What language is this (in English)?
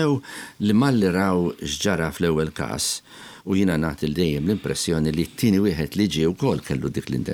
Maltese